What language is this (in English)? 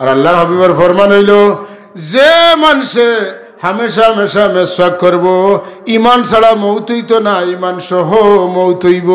Sylheti